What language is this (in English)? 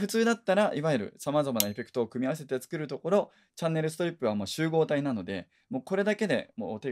Japanese